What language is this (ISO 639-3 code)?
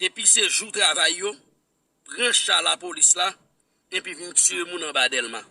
hat